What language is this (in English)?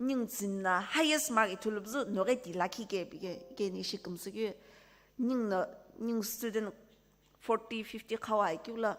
Sumi Naga